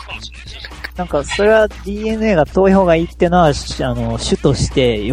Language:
Japanese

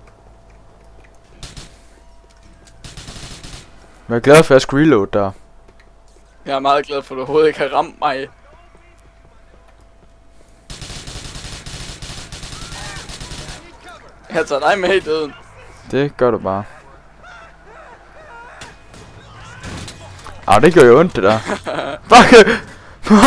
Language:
Danish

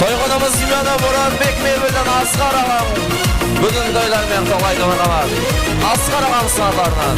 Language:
Kara-Kalpak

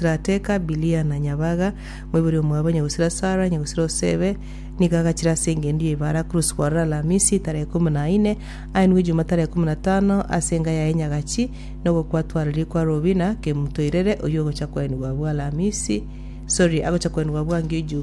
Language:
Gusii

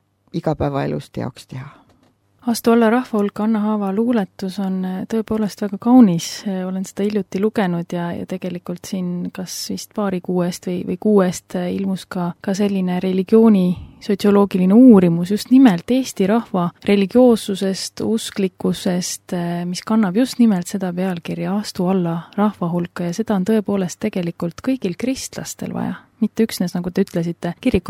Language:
Estonian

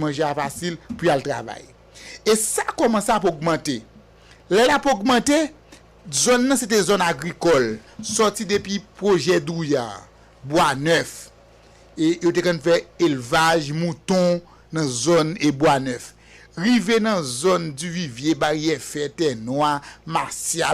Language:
Haitian Creole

